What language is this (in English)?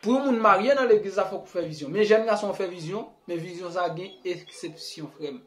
Haitian Creole